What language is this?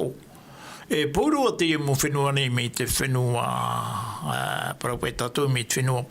Tahitian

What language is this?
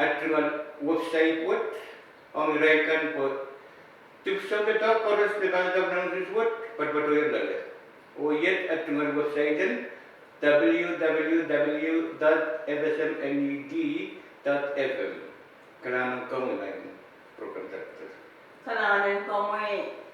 Pohnpeian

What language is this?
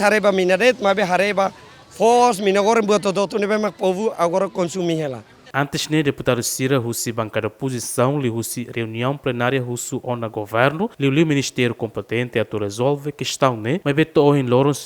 Tetum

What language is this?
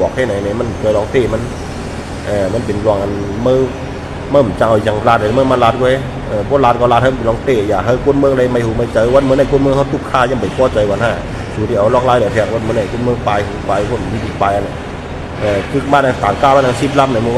Shan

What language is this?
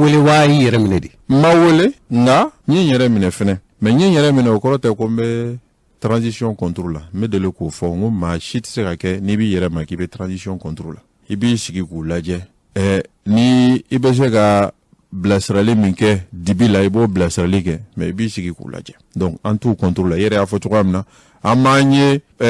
Bambara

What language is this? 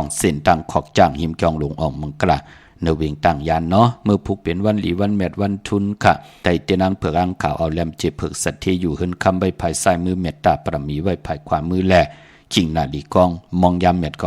Shan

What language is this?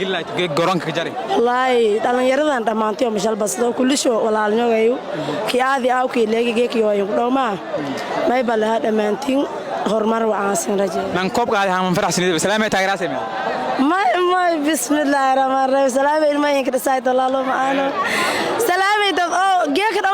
Somali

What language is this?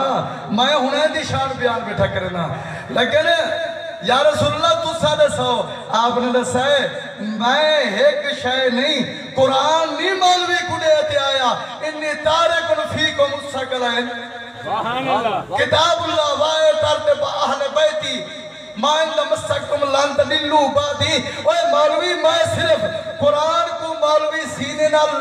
Saraiki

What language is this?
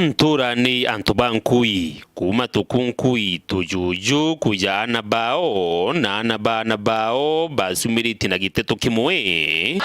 Meru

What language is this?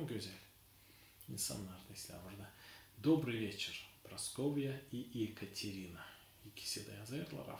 Gagauz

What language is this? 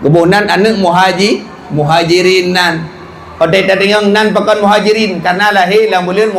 Achinese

